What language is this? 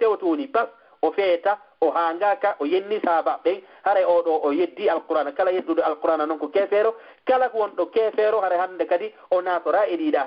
Fula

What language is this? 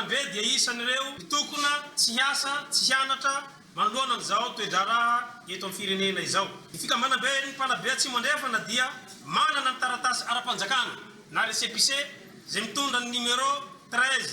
Malagasy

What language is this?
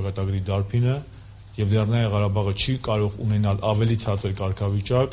Armenian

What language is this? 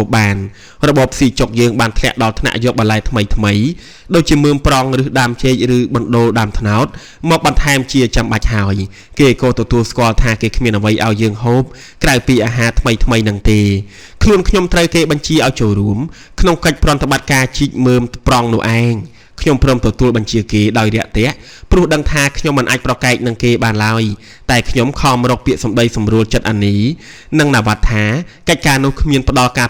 Khmer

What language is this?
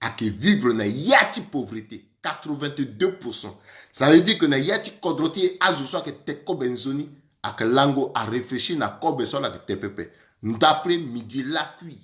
Sango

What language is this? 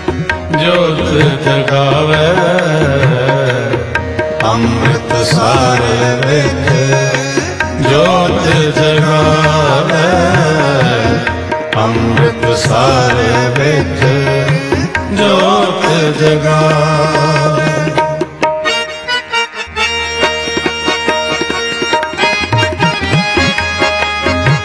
Punjabi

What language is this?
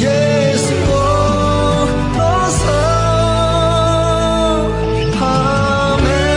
Akha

